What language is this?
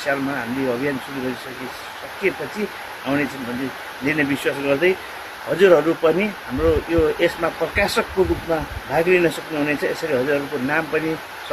Nepali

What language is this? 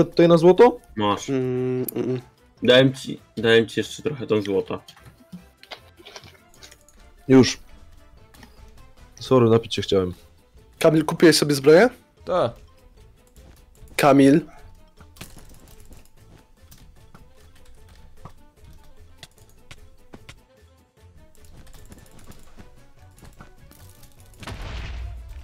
Polish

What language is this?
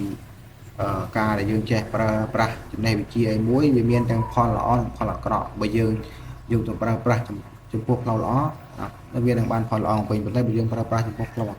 Khmer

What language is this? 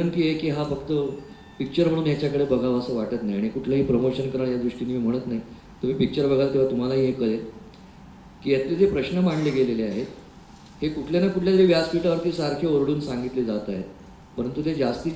Marathi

